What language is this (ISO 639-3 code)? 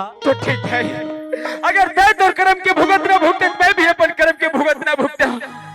hne